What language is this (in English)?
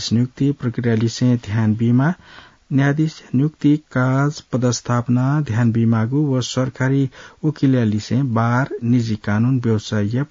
Newari